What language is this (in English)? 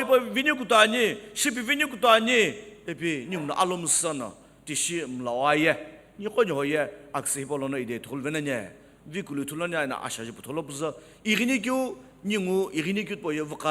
Sumi Naga